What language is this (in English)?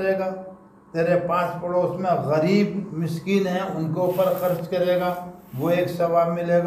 Urdu